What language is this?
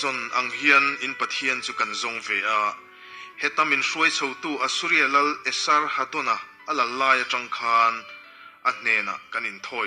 Mizo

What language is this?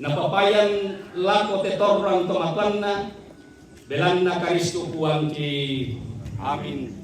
Toraja-Sa'dan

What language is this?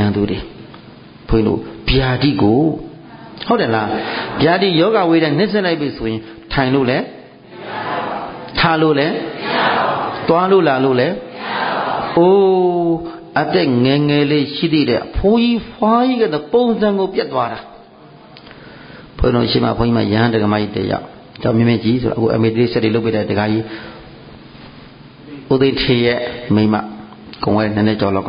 Burmese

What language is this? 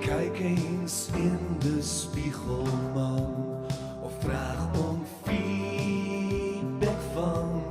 Western Frisian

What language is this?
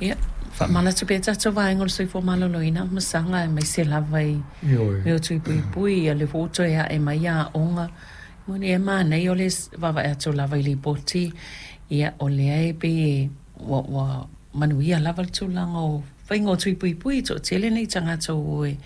Samoan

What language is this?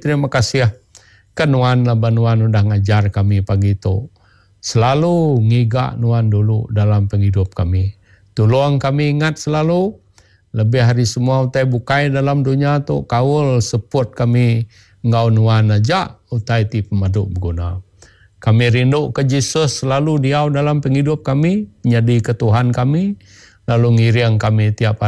Iban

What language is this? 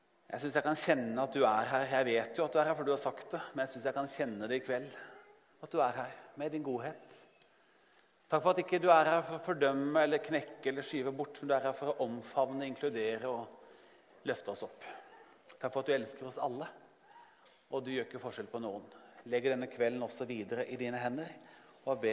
Norwegian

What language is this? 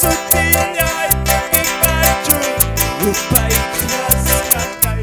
Quechua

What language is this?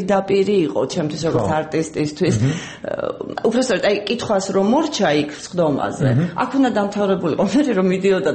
Georgian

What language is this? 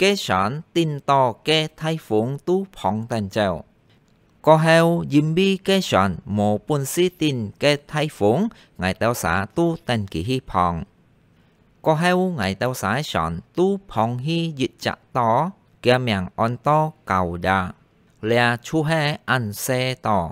Hakka Chinese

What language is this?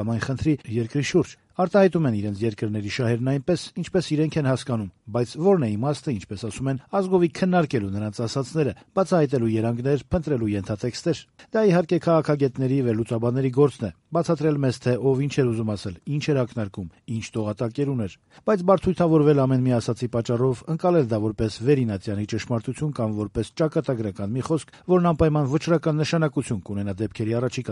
Armenian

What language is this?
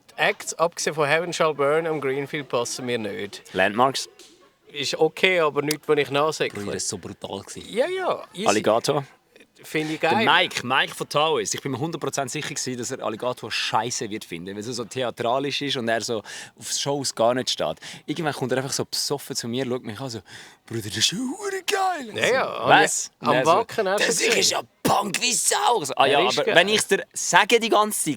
Swiss German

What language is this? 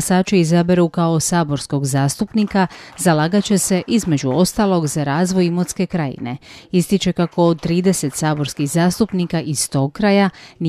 Croatian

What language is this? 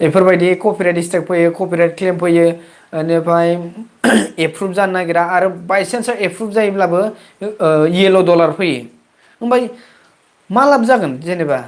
Bodo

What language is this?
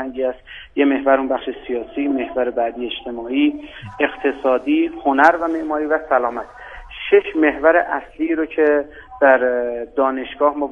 Persian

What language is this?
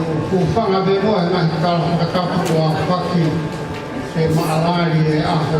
Tongan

